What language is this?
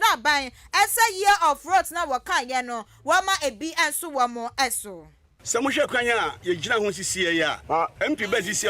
Akan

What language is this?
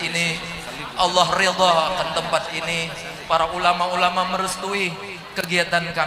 Banjar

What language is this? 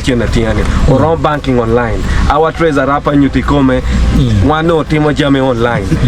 Acoli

